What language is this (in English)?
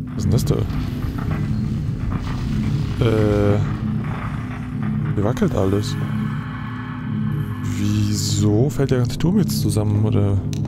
German